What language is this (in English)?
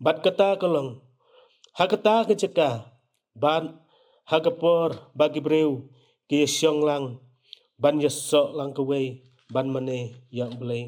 Khasi